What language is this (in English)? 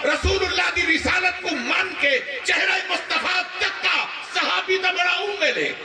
Saraiki